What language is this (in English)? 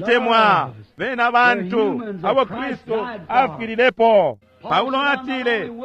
Bemba